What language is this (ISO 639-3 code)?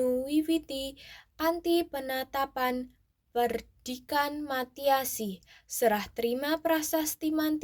jav